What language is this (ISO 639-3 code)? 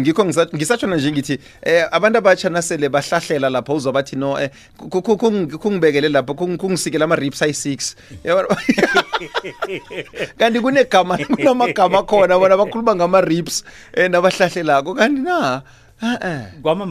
nbl